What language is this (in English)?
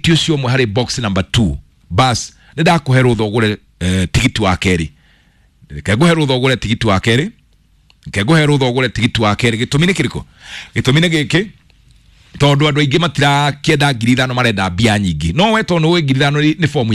Kikuyu